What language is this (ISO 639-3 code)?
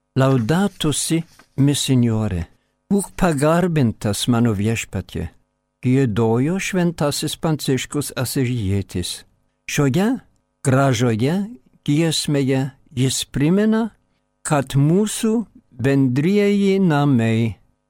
lit